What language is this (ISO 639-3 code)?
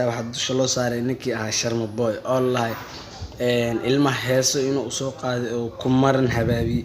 som